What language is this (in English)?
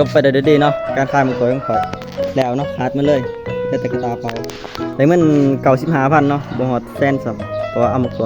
Lao